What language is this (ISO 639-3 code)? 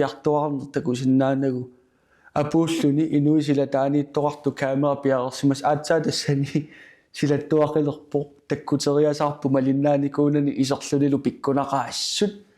kal